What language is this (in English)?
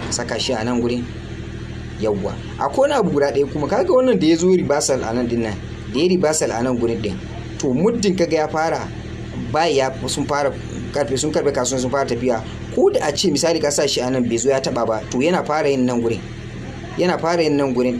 Hausa